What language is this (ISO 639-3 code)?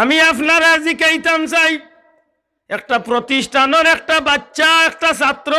syl